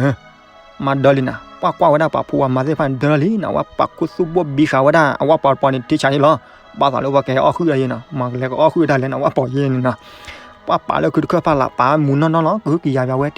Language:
S'gaw Karen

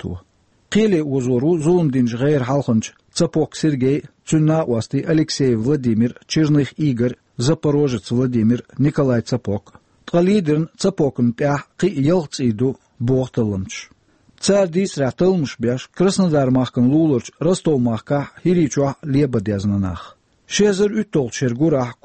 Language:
Chechen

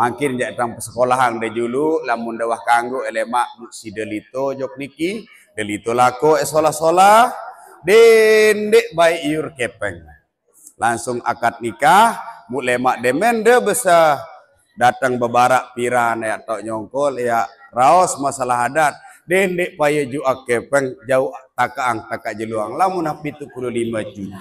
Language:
Sasak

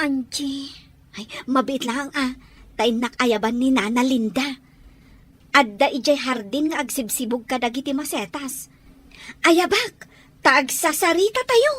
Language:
Iloko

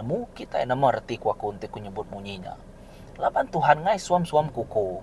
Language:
Iban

